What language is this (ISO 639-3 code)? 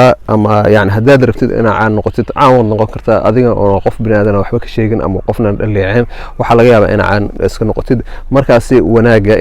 som